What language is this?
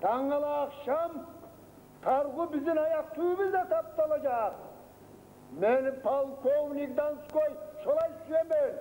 Kumyk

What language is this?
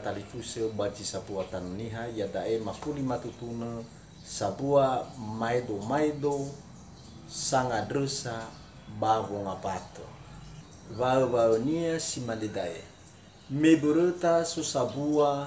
Nias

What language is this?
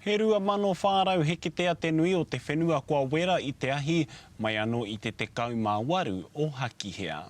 Māori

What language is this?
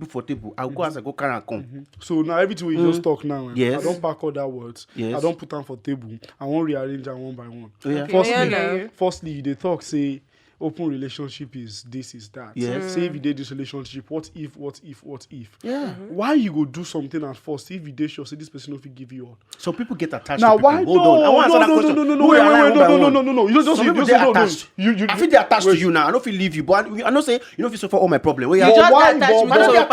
Nigerian Pidgin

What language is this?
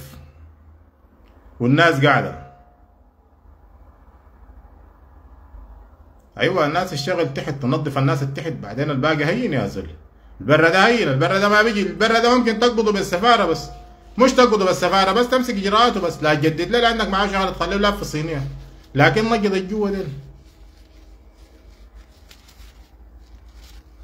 Sudanese Arabic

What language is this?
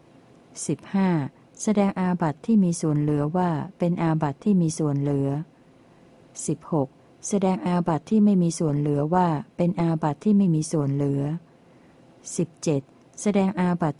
Thai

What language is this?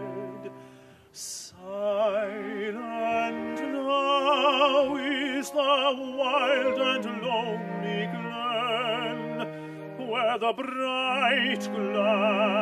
English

